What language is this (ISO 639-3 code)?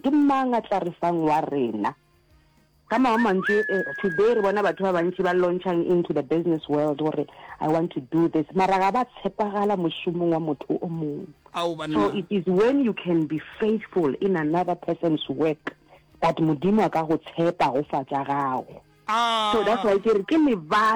nso